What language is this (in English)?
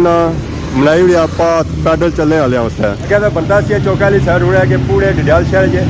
Pahari-Potwari